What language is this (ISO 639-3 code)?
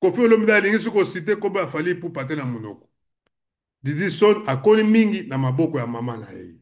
lin